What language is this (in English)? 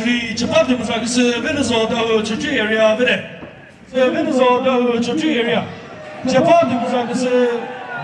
Chokri Naga